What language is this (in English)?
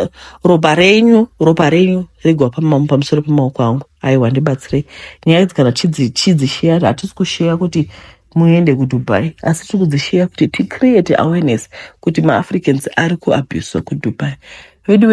Shona